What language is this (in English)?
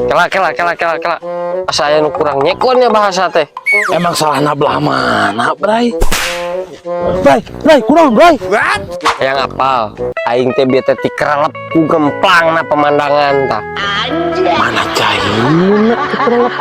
Sundanese